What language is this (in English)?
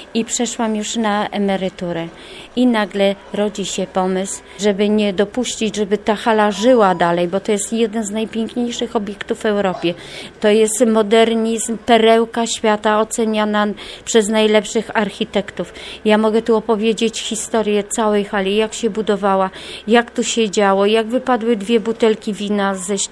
Polish